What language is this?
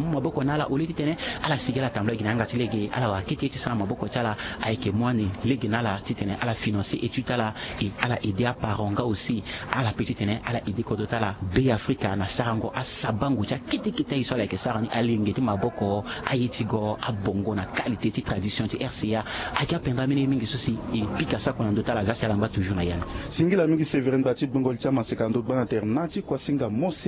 Sango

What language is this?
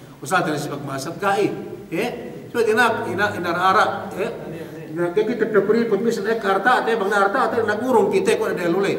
Yakan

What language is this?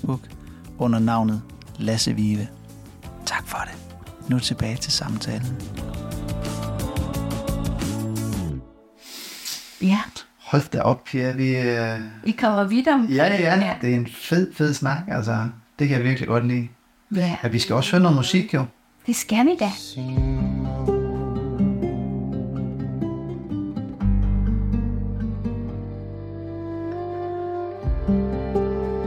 Danish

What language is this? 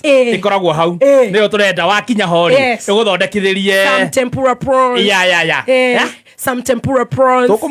Kikuyu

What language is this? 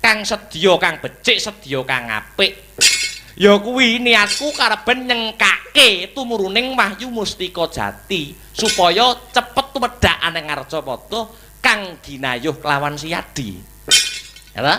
Javanese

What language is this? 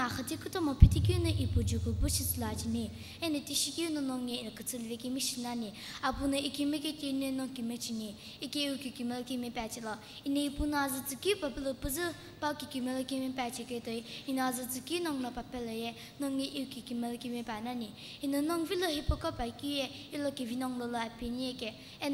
Sumi Naga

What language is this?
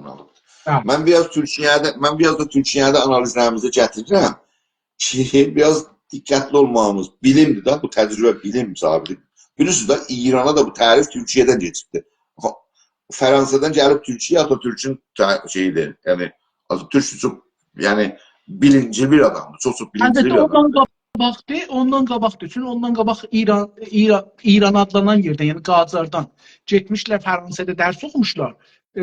South Azerbaijani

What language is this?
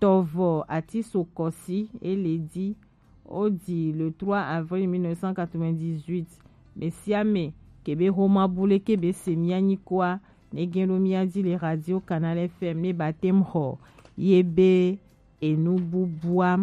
Gen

